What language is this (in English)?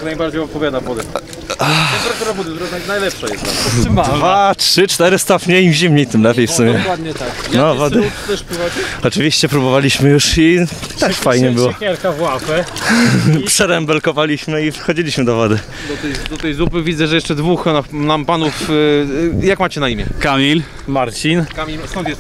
Polish